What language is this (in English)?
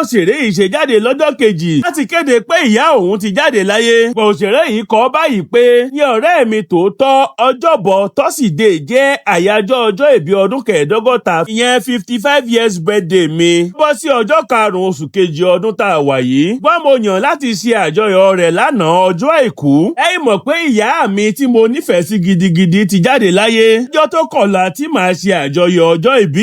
Yoruba